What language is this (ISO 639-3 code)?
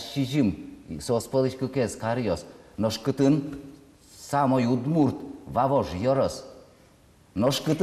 udm